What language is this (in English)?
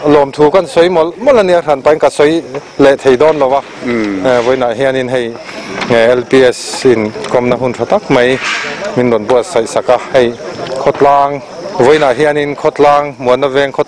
Mizo